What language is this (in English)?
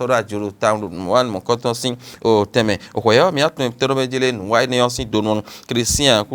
Fon